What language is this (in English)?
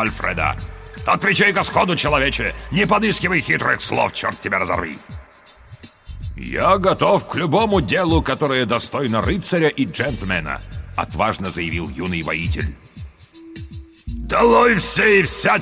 Russian